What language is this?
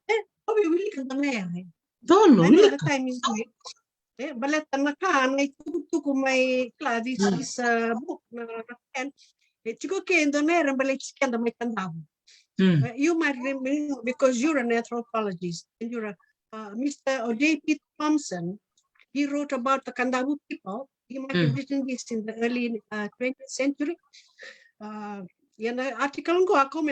Fijian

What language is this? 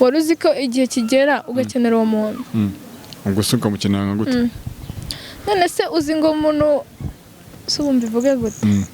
Kinyarwanda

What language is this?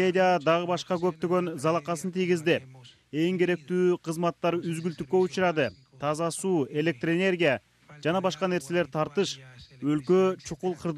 Kyrgyz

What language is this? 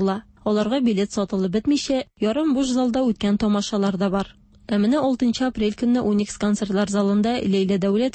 Tatar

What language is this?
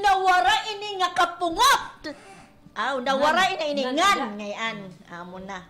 Waray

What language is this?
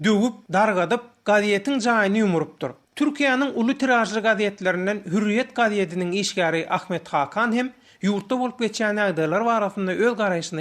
Turkmen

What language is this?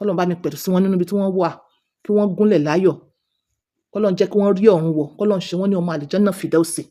Yoruba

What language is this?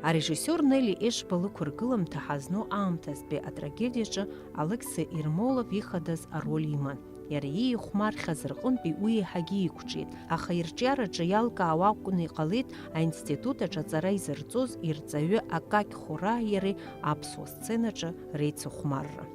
Abkhazian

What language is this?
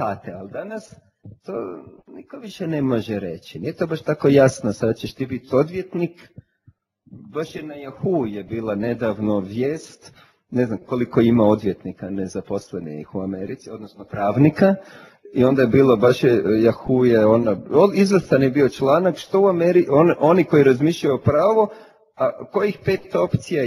Croatian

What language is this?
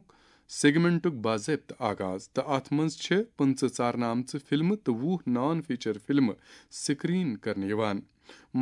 Kashmiri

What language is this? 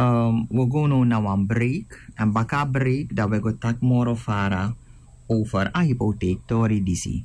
Sranan Tongo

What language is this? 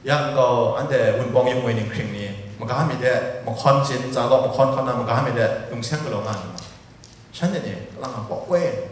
Kachin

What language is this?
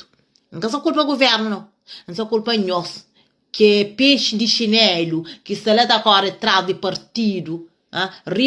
Kabuverdianu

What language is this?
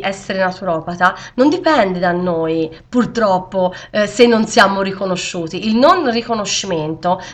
Italian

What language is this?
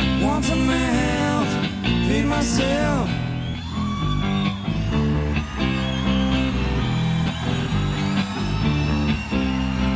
French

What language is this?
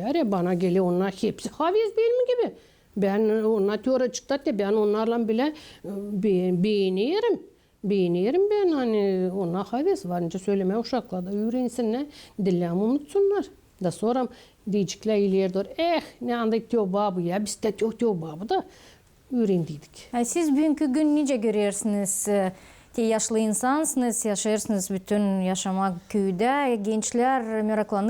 Gagauz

